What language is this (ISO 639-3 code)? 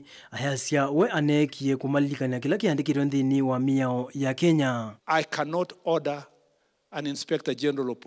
kam